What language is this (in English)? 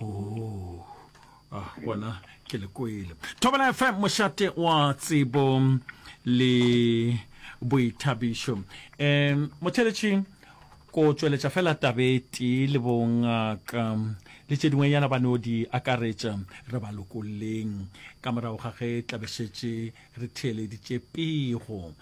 Northern Sotho